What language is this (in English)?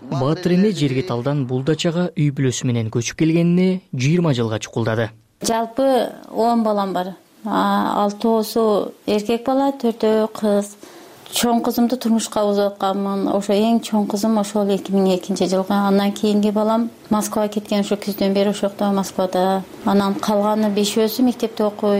Kyrgyz